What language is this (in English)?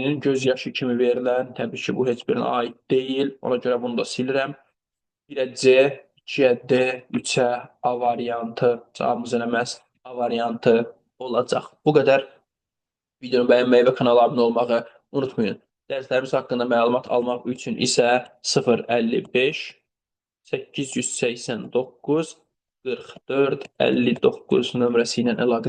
Azerbaijani